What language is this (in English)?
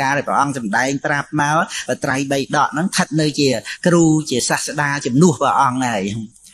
Khmer